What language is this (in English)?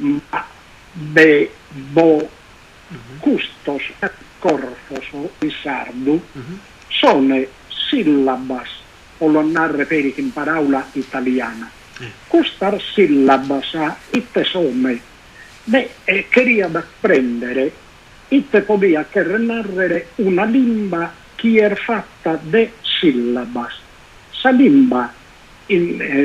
Sardinian